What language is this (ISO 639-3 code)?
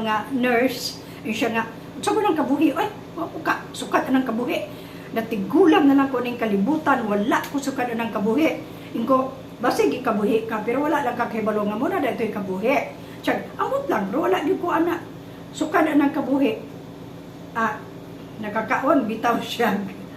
ceb